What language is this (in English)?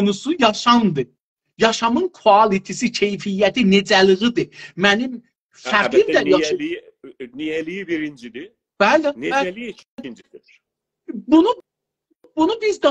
South Azerbaijani